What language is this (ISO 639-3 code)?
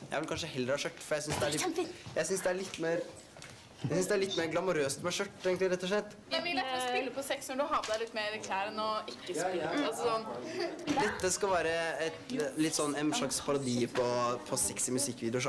nor